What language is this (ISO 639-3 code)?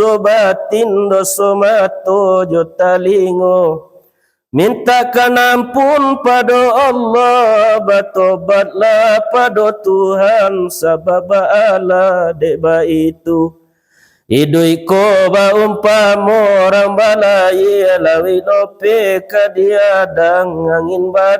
min